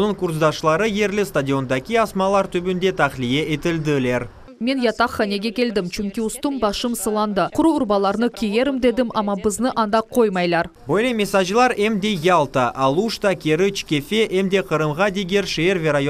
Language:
Crimean Tatar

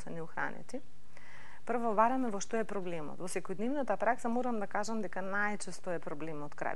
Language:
Macedonian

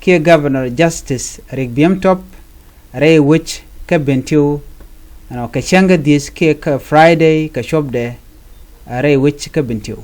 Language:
Nuer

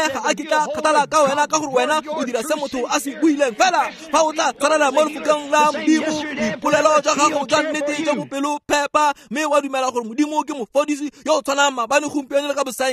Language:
Tswana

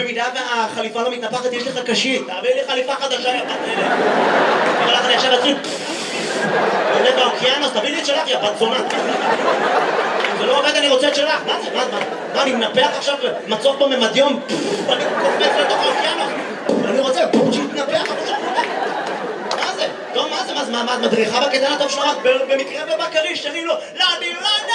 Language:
Hebrew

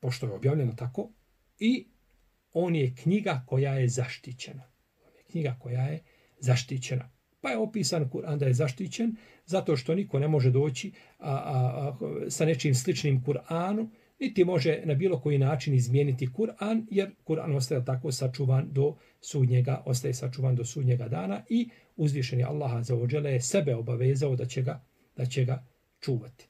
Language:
Bosnian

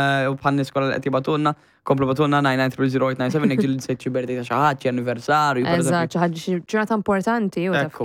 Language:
Maltese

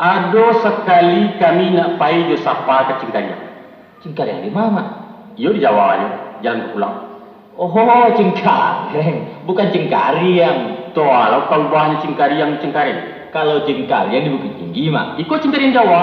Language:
Minangkabau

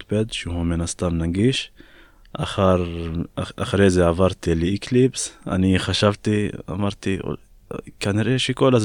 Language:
Hebrew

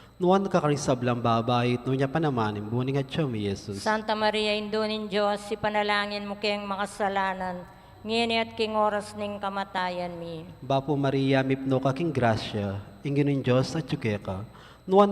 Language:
Pampanga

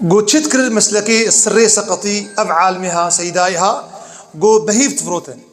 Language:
Kurdish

